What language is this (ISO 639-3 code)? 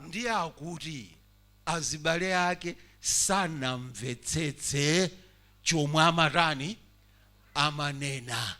nya